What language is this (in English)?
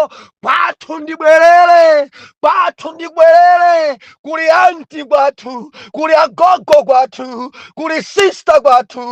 Nyanja